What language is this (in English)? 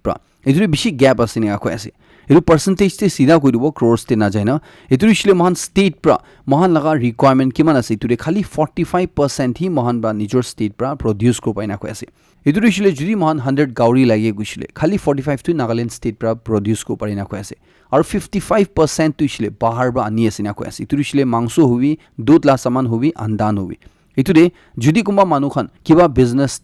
Naga Pidgin